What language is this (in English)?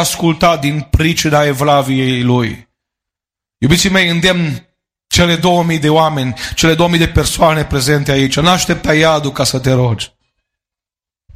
Romanian